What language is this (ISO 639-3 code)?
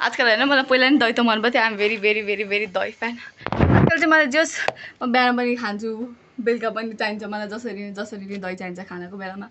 nep